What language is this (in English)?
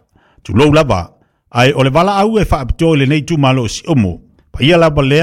Samoan